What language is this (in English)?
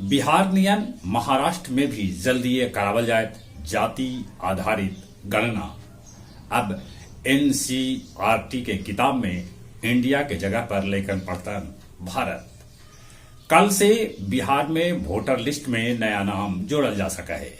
Magahi